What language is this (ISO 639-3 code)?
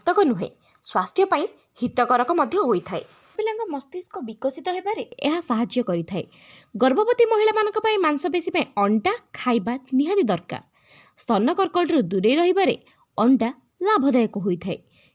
ori